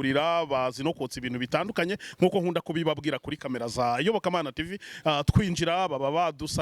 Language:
Kinyarwanda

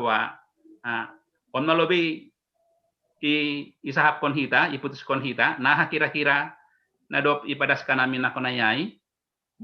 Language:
Batak Simalungun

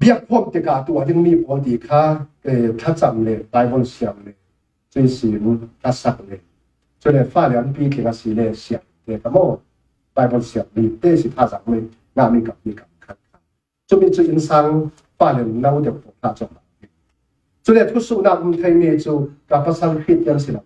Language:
Falam Chin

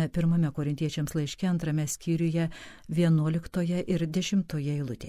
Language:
Lithuanian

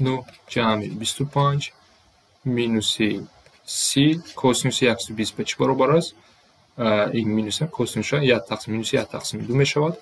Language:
Tajik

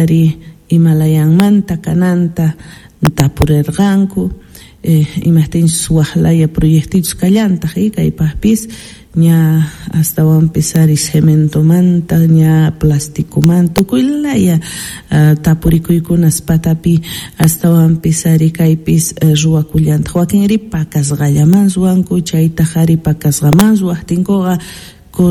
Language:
Quechua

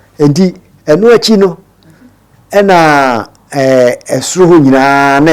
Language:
Akan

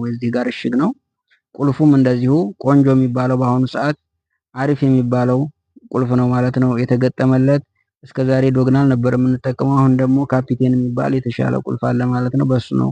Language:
Amharic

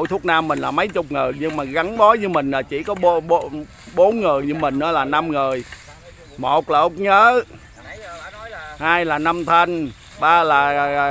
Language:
Vietnamese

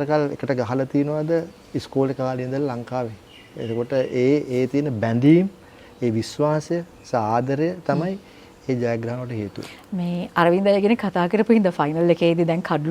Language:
Sinhala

